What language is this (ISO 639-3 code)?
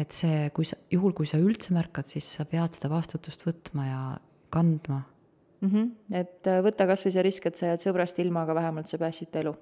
est